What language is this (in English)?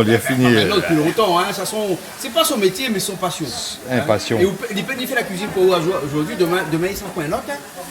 Réunion Creole French